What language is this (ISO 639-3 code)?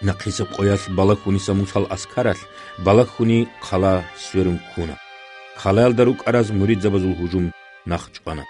ava